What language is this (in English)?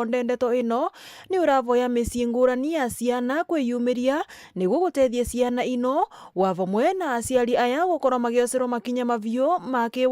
Meru